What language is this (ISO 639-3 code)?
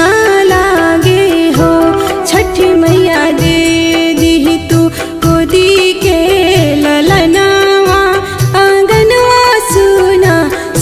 bho